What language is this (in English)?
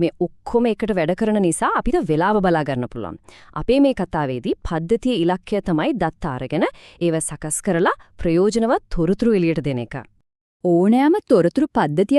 Sinhala